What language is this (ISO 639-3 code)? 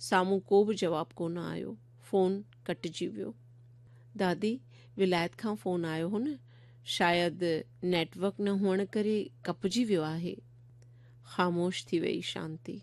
snd